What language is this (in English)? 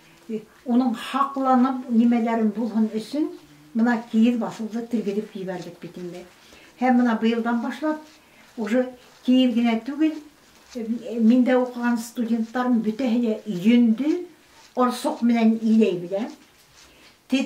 Bashkir